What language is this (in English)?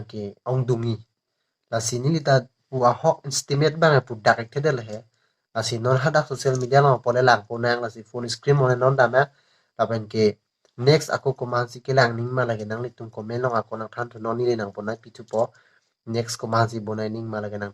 Karbi